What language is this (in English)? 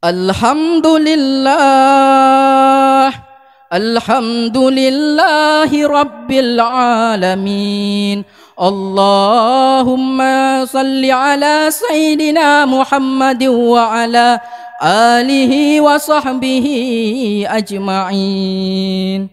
Achinese